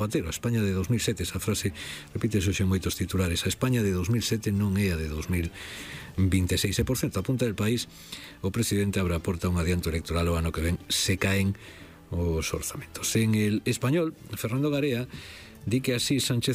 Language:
Galician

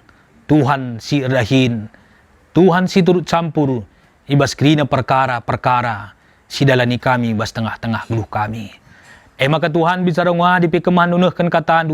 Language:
Batak Karo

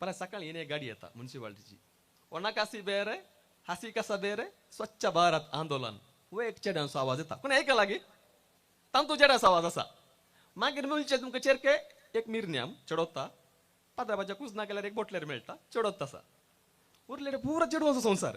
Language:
Konkani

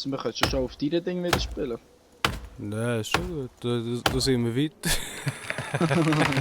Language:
Swiss German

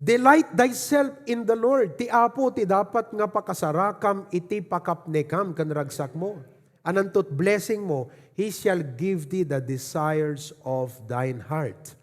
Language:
Iloko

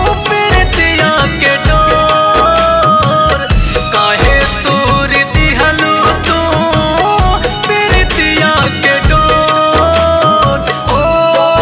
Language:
Bhojpuri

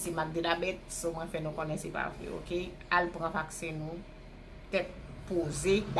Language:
Haitian Creole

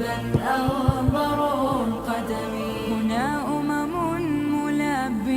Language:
Divehi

